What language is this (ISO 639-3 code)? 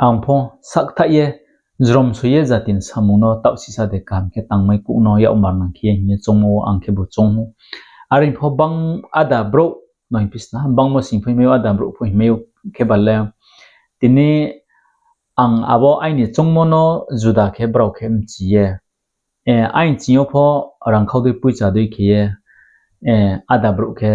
ria